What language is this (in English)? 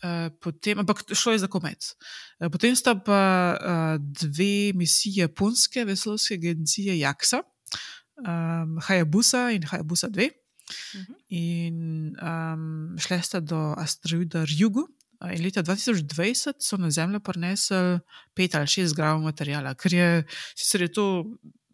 Slovenian